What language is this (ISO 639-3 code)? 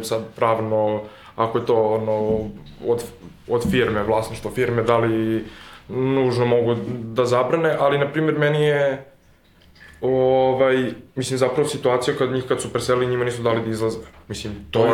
srp